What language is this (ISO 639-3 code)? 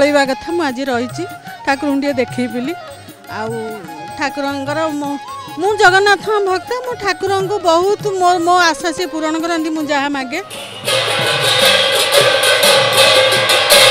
ori